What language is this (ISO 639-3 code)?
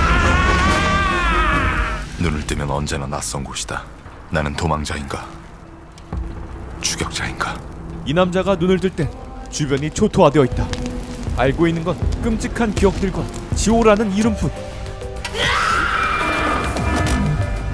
kor